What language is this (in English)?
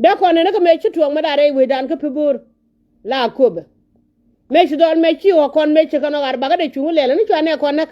Nuer